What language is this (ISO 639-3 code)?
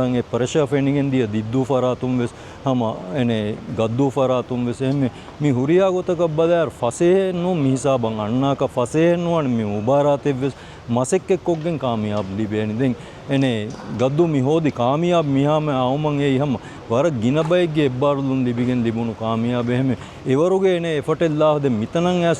div